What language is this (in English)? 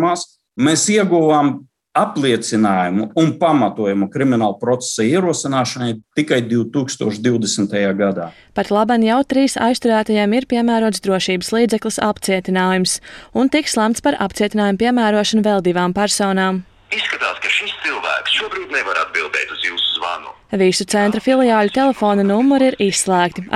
Latvian